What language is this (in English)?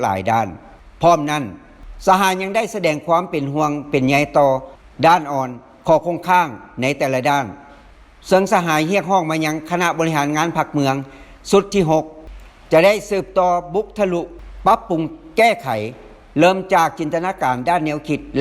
Lao